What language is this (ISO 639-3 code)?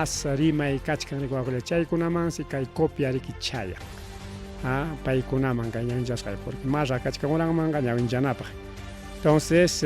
quy